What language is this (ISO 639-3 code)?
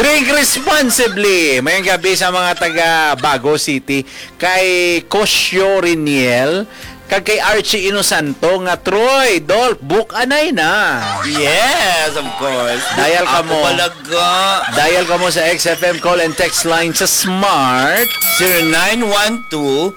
hil